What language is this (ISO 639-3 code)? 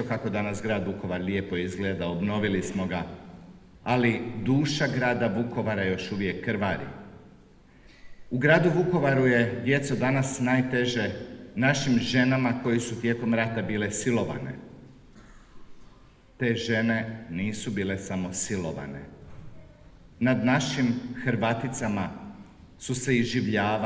hrv